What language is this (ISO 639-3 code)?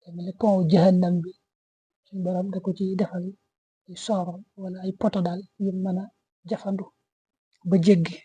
wol